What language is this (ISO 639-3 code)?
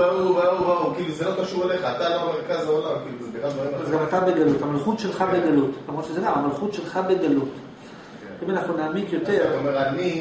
heb